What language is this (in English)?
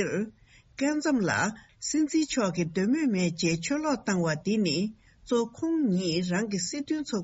Tibetan